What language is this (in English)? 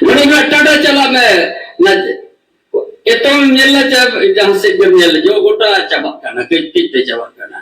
Santali